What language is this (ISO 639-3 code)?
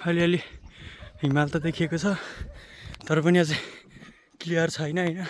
nep